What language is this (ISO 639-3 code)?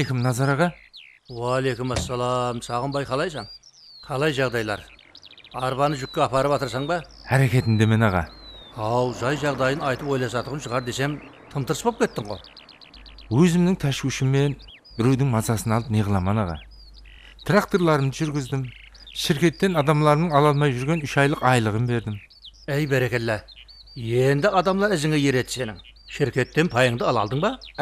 kaa